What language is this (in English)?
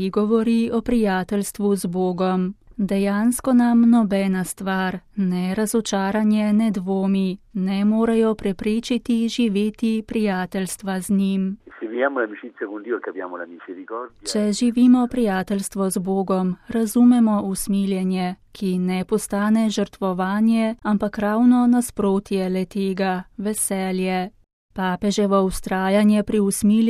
Slovenian